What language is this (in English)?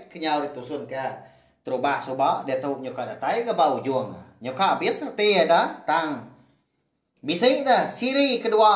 Iban